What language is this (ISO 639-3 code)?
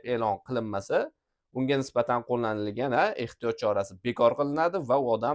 uzb